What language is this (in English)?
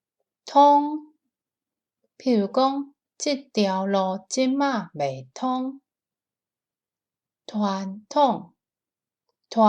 Min Nan Chinese